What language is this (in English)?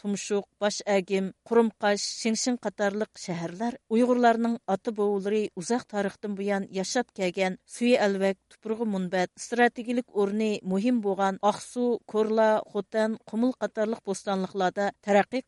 Uyghur